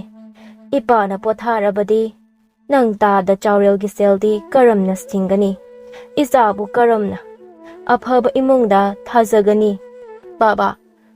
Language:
Manipuri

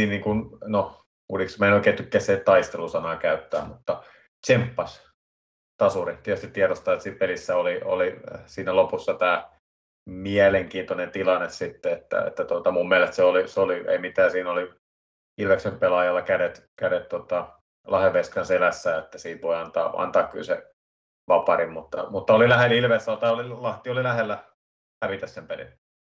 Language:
Finnish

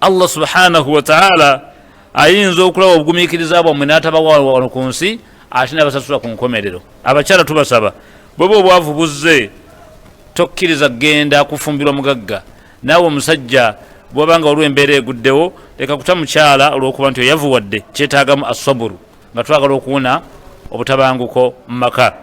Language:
Ganda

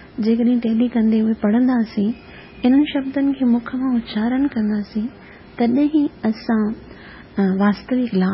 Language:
Sindhi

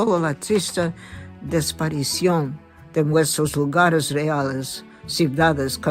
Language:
Ladino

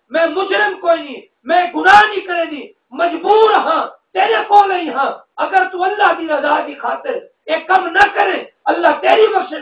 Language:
Saraiki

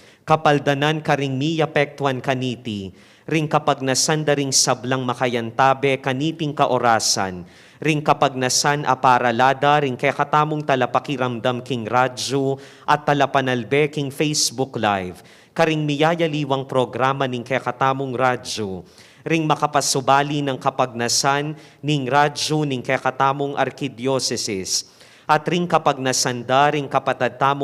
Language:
Pampanga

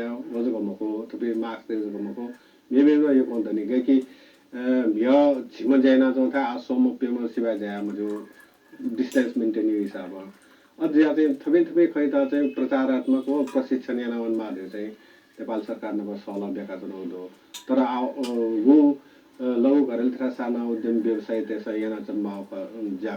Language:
Newari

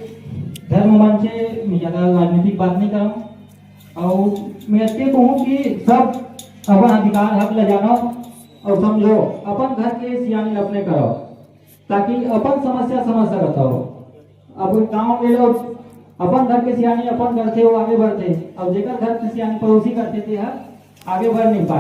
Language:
Chhattisgarhi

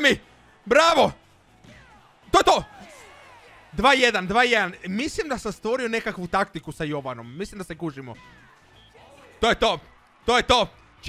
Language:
Croatian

